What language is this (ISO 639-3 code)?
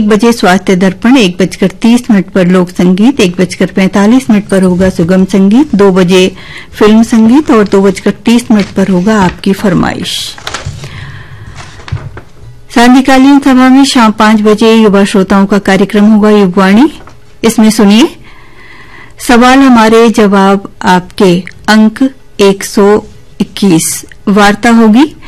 hin